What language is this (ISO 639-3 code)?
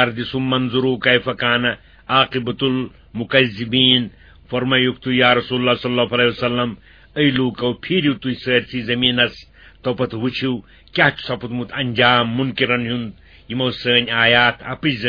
kas